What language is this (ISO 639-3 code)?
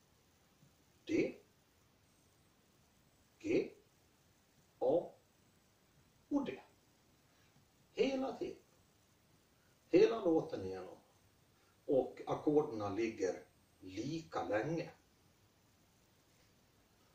swe